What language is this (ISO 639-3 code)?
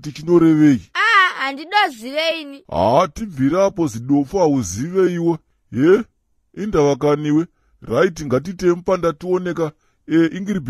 sna